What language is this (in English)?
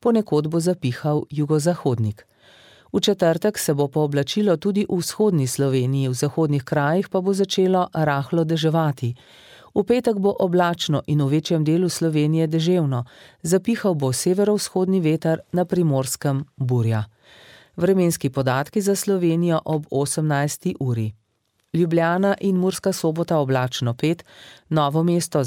Slovenian